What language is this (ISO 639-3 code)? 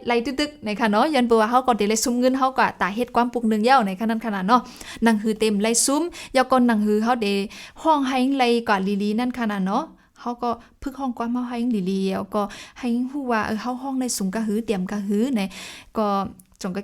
shn